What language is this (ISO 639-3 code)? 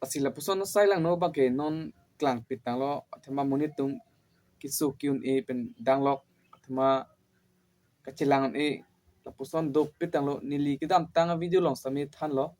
mjw